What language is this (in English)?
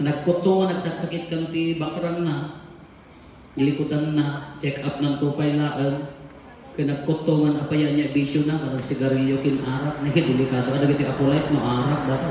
Iloko